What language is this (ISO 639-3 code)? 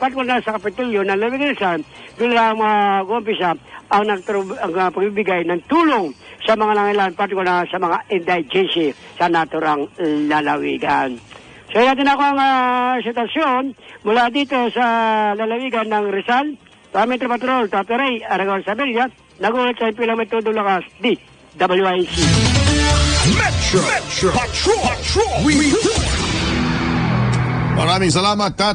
fil